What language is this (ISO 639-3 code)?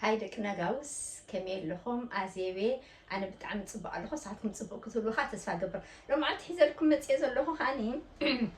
tir